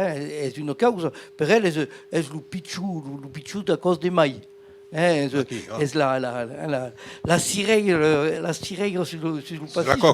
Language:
Occitan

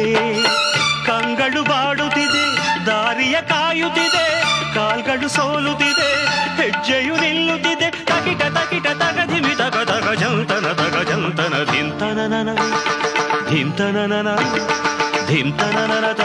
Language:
Kannada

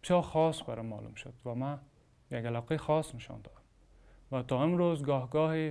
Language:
Tajik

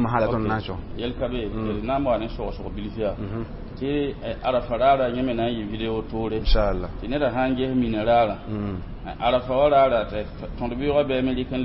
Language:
Mossi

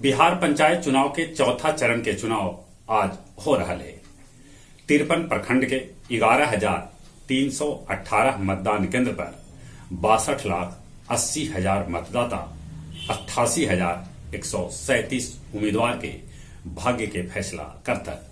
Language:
Magahi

